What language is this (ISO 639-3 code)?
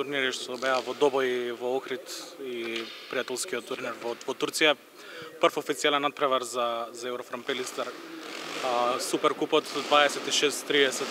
mkd